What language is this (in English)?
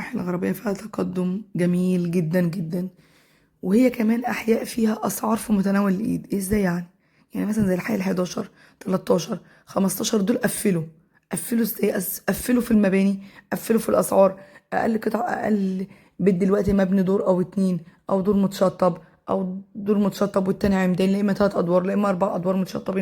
Egyptian Arabic